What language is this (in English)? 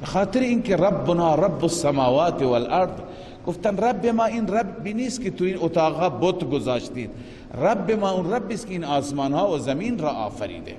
Persian